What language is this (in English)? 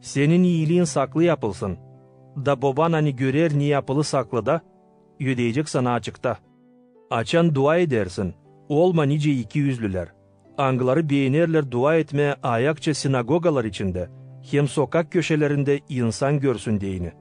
Gagauz